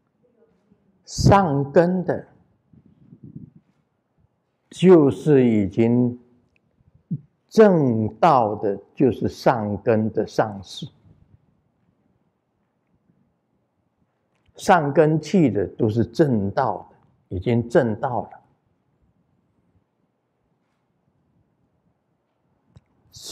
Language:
Chinese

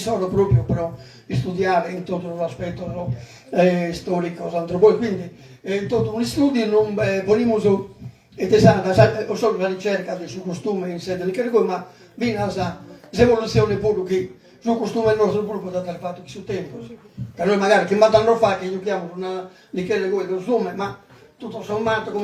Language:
Sardinian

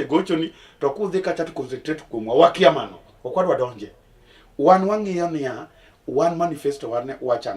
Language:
Luo (Kenya and Tanzania)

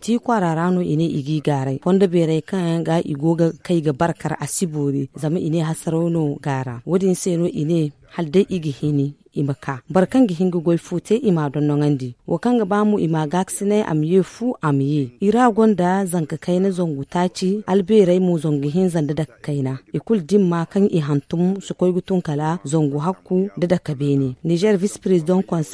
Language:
Zarma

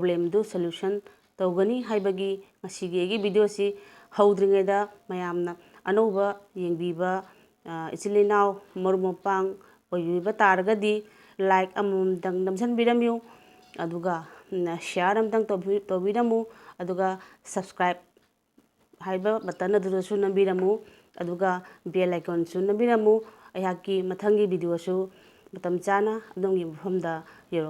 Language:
Manipuri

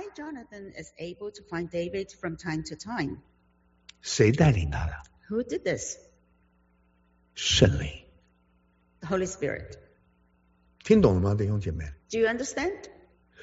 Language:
Chinese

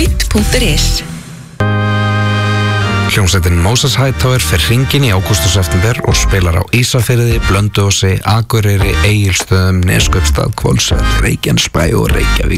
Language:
Icelandic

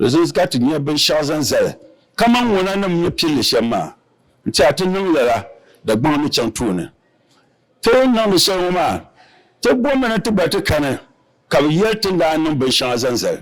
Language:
Dagbani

